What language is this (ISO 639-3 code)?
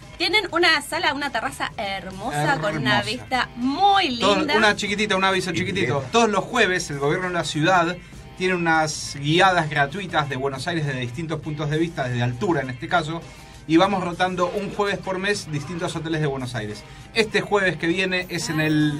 spa